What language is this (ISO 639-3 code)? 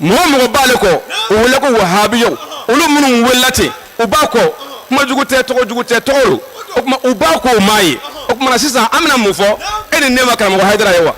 bam